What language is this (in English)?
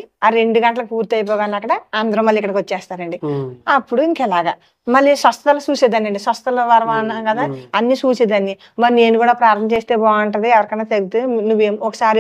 Telugu